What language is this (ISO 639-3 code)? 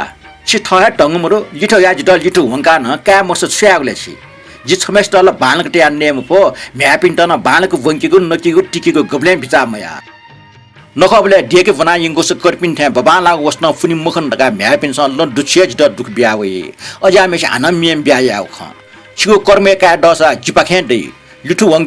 new